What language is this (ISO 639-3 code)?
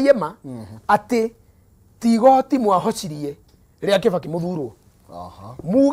kik